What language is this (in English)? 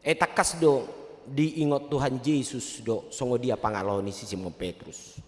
Batak Toba